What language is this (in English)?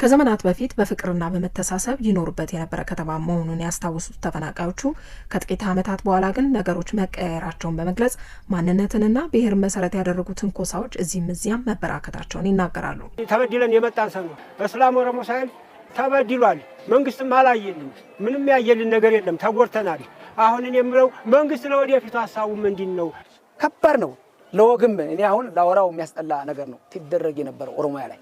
Amharic